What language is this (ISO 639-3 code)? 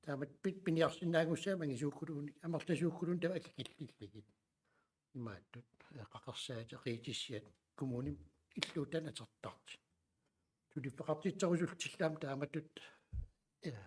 kal